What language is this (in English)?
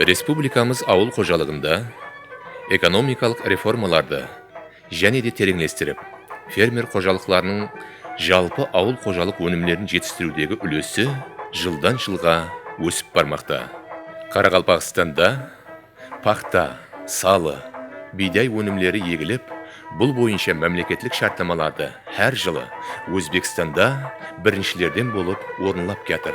Kara-Kalpak